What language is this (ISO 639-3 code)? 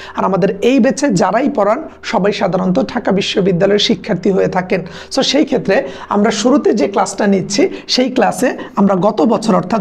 ben